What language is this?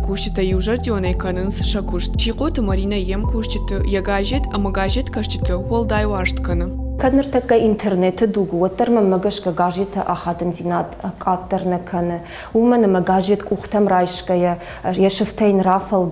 Ossetic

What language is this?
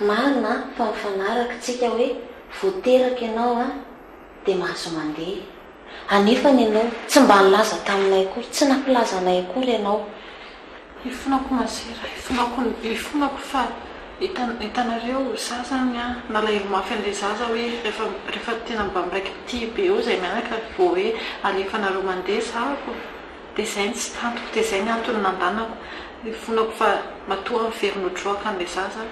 Malagasy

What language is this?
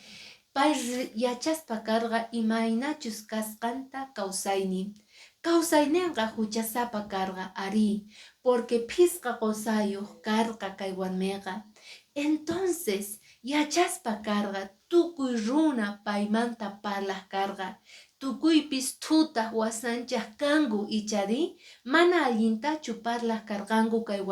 Quechua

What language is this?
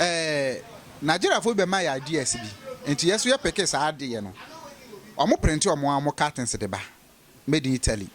Akan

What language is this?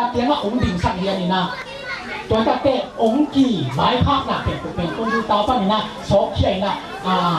Tedim Chin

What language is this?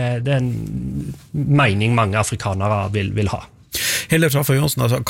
Norwegian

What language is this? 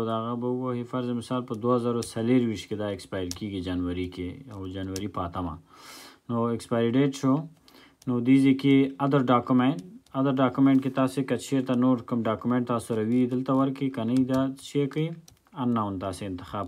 Pashto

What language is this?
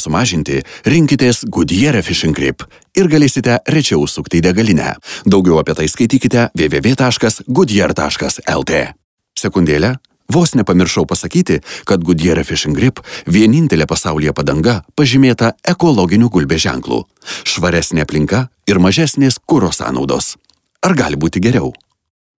Lithuanian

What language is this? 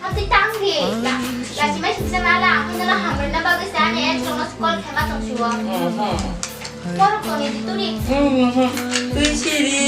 Kok Borok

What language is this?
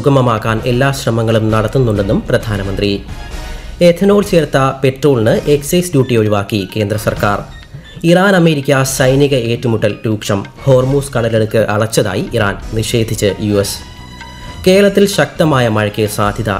Malayalam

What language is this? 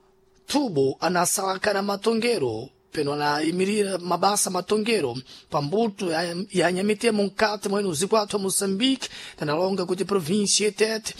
Sena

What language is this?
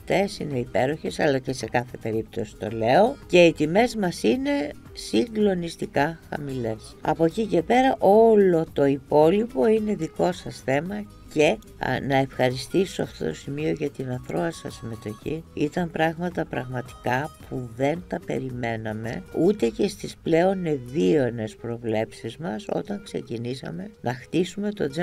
Greek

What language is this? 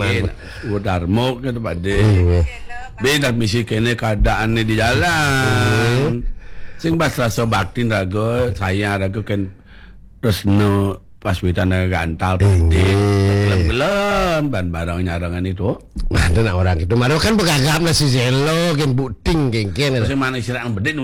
Balinese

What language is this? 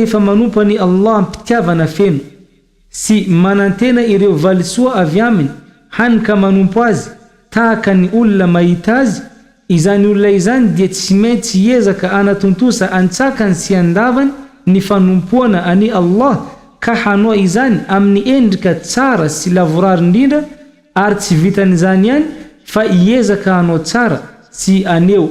Malagasy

